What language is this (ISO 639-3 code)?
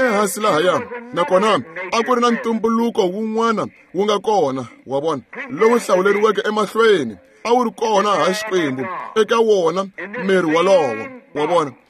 tso